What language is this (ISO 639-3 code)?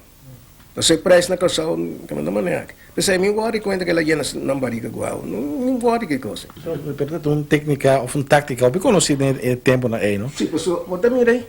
pap